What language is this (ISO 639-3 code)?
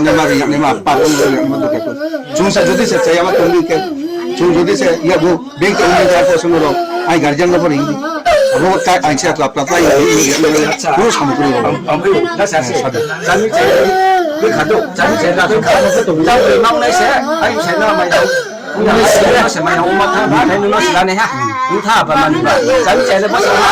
ria